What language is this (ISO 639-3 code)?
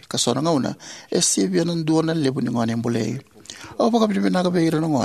fij